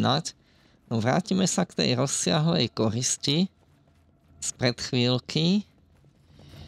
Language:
Slovak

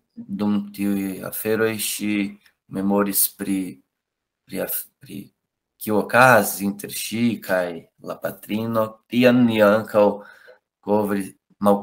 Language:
Esperanto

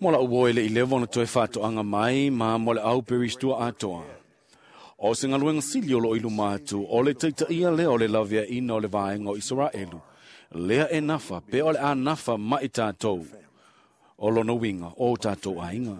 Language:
Samoan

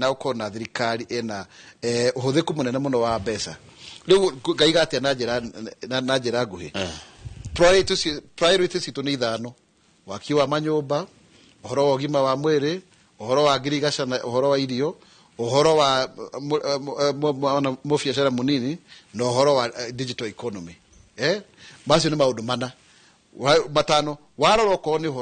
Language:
Kikuyu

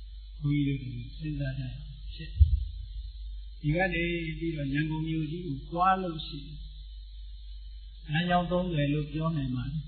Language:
Burmese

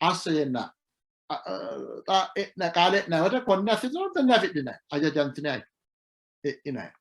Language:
Sidamo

